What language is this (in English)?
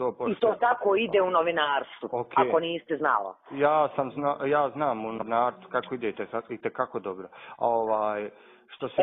Bosnian